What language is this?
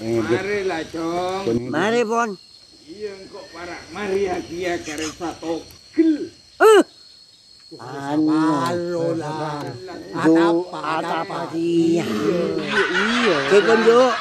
Madurese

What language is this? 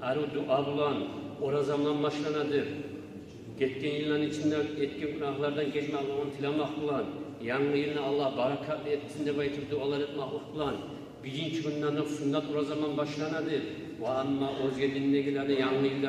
Kumyk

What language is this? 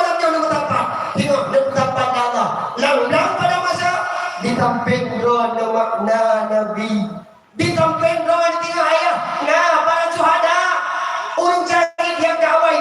Achinese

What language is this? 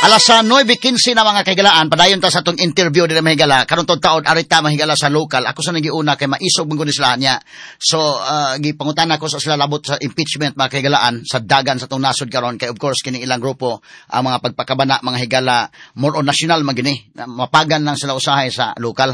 Cebuano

